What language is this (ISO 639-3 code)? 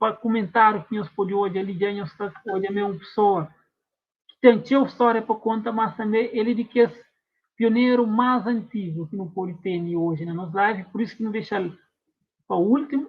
kea